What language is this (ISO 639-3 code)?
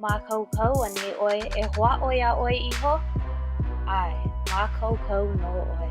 haw